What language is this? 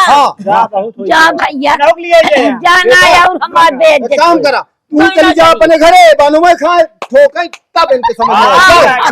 Awadhi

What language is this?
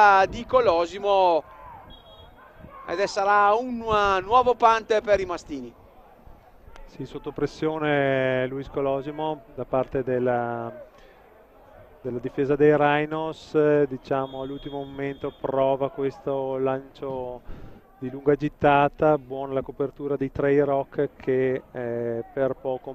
Italian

